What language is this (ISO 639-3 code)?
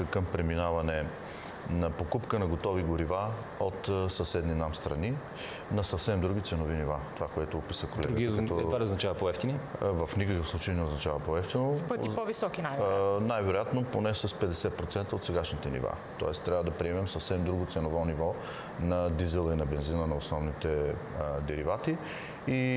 bul